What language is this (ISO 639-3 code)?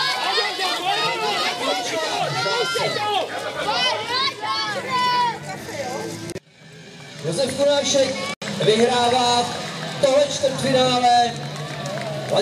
ces